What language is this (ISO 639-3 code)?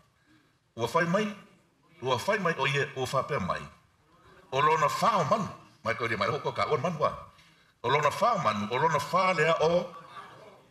smo